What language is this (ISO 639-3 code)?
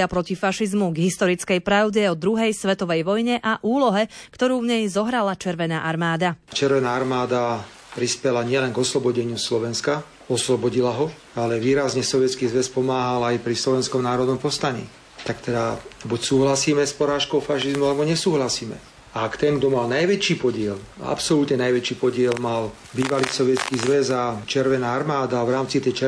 slk